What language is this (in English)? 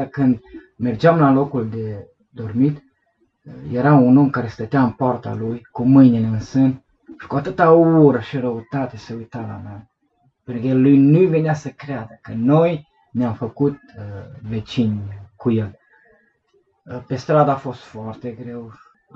Romanian